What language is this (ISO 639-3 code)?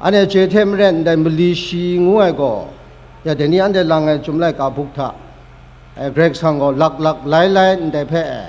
kac